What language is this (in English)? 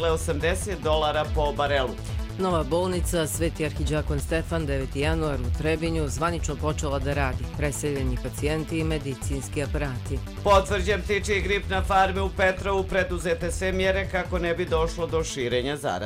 Croatian